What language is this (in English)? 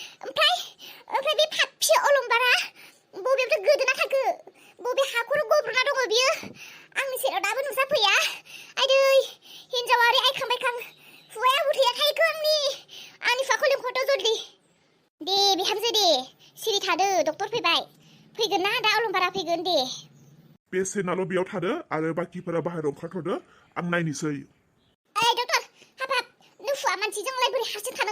Bodo